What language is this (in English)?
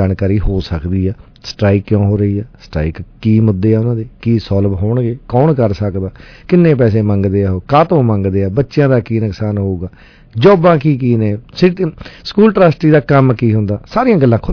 Punjabi